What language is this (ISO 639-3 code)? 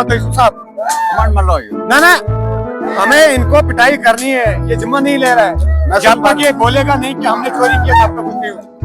kas